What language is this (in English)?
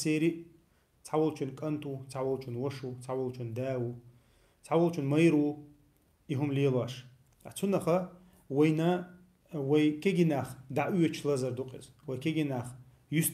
Chechen